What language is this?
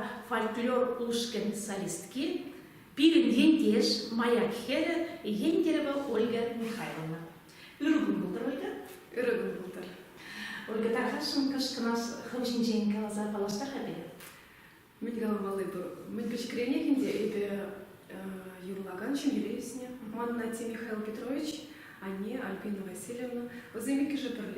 Chuvash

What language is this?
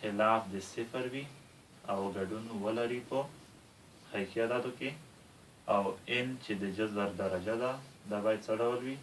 Pashto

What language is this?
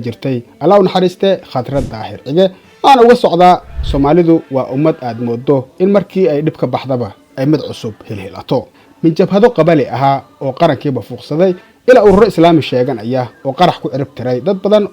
Somali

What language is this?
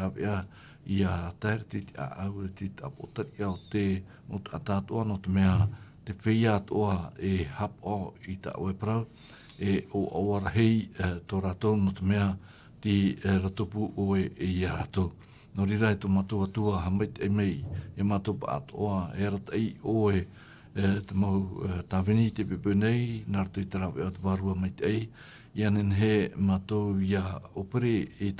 Tahitian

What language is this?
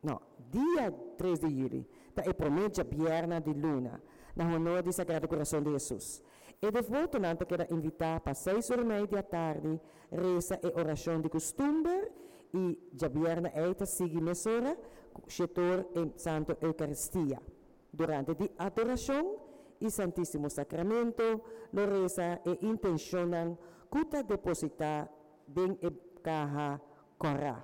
Papiamento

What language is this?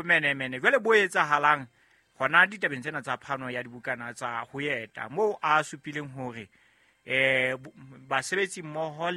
Southern Sotho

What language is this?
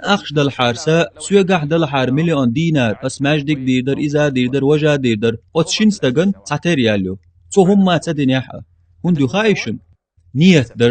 Chechen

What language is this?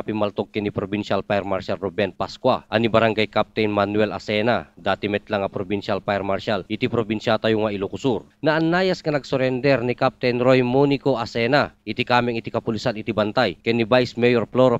Iloko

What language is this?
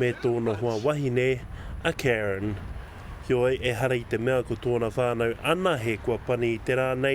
Māori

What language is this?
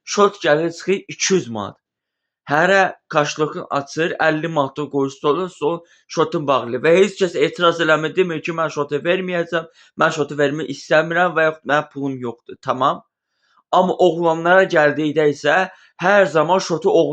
Azerbaijani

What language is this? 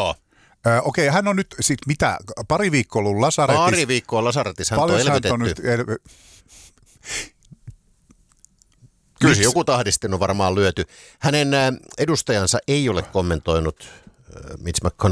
Finnish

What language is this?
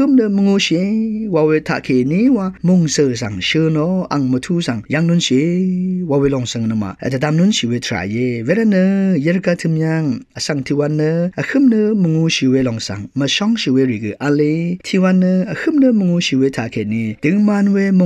Rawang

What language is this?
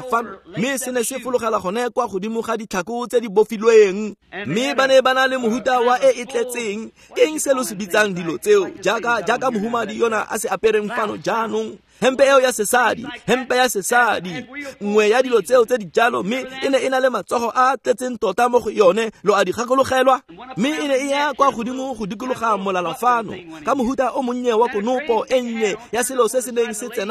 Tswana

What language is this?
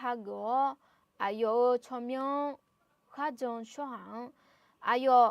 Akha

